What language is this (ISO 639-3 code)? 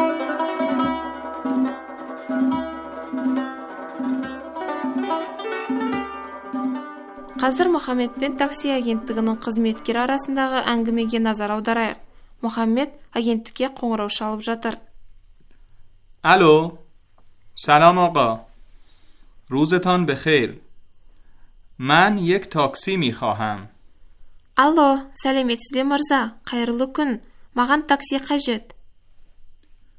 kaz